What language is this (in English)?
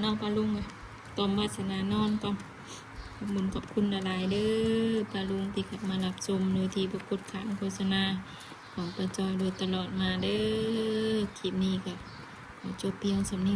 Northeastern Thai